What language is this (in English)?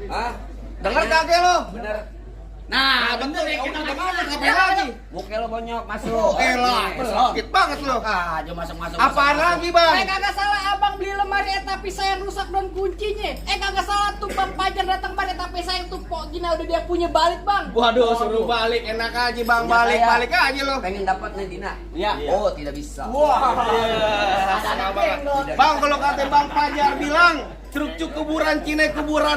Betawi